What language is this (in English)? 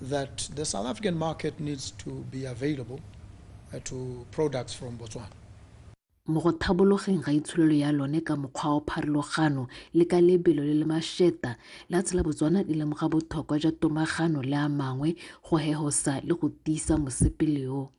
Tswana